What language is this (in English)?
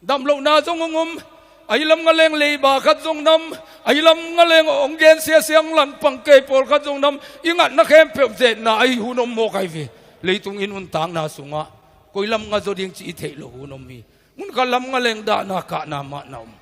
Tedim Chin